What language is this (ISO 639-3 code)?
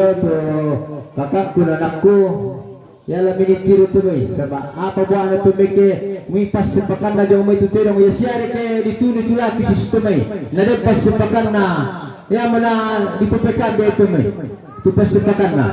sda